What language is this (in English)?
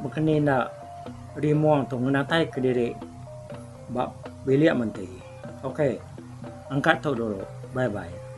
Iban